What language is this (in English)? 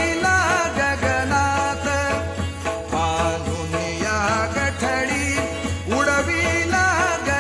Marathi